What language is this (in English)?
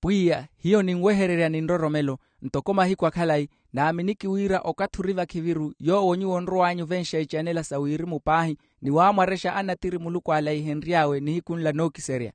Makhuwa